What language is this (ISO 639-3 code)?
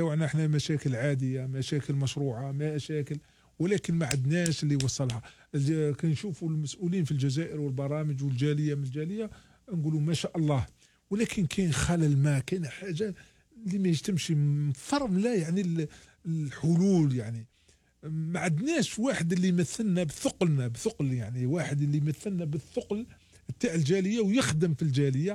arq